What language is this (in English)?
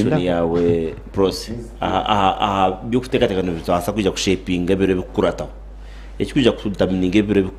Nyankole